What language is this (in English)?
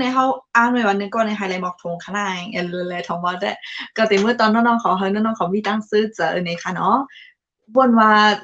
Shan